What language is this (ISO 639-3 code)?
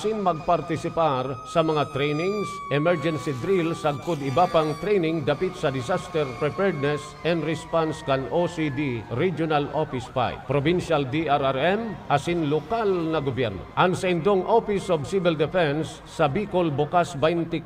bik